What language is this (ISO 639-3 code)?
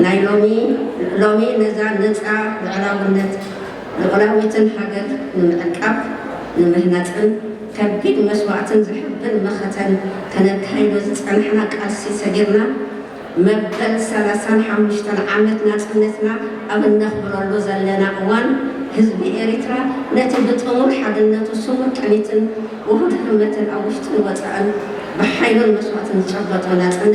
tir